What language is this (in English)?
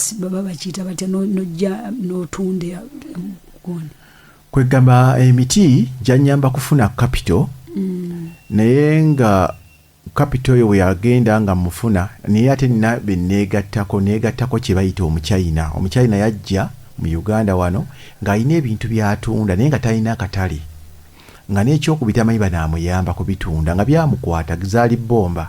Ganda